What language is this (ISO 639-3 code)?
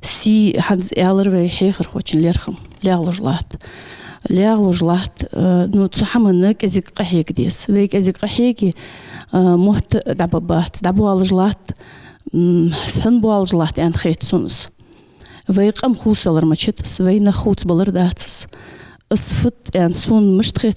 inh